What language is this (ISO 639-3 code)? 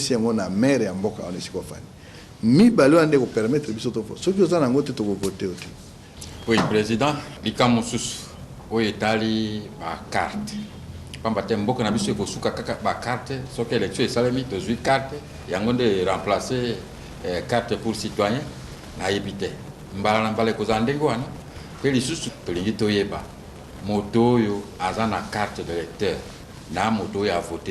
lin